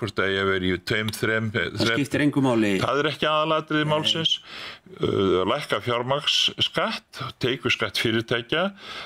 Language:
Icelandic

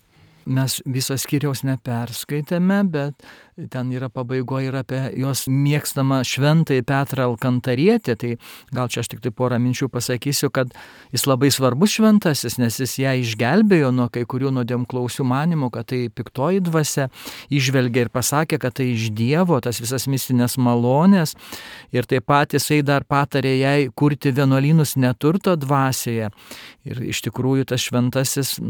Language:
Lithuanian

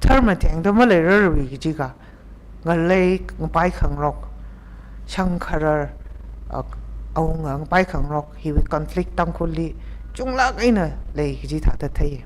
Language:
Tangkhul Naga (India)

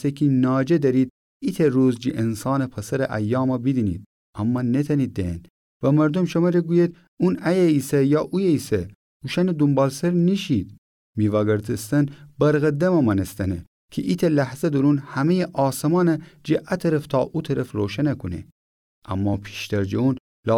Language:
Gilaki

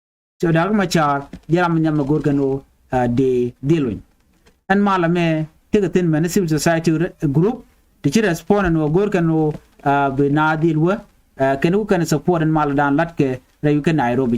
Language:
Nuer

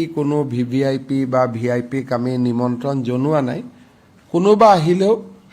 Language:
Assamese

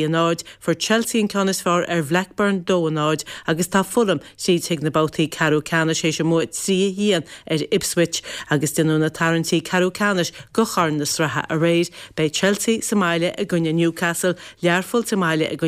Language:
Irish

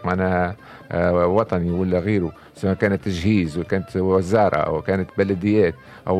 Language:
Tunisian Arabic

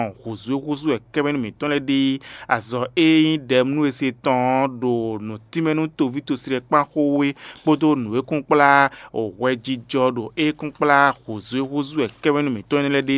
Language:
Fon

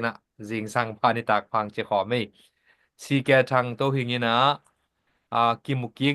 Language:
Tedim Chin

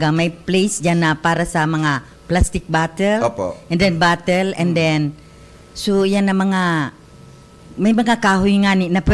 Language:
Bikol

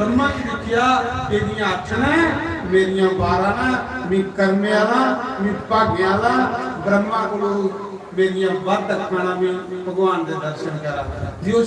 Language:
Dogri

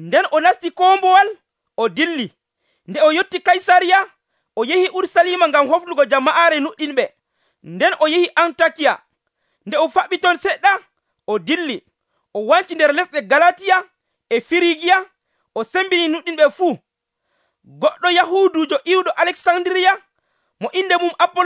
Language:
Nigerian Fulfulde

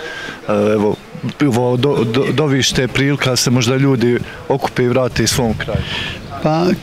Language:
Bosnian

